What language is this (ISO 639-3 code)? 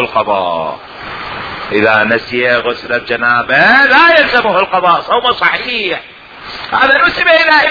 acm